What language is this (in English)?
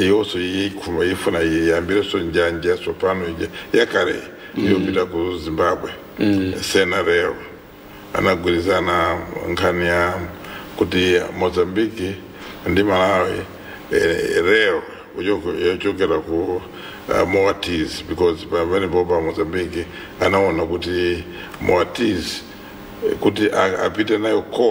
Nyanja